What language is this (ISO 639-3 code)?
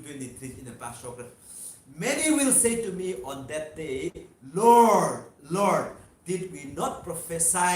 nmf